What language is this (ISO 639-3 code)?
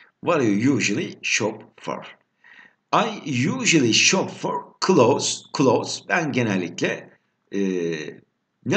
tur